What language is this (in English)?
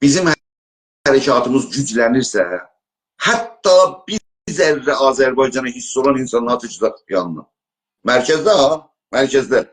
South Azerbaijani